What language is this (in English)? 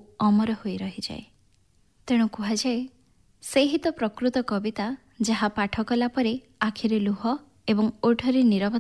Odia